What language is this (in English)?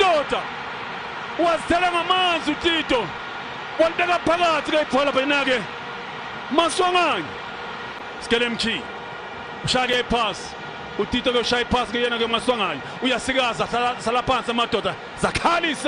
Zulu